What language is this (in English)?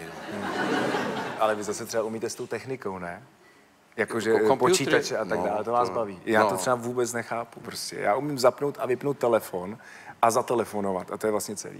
Czech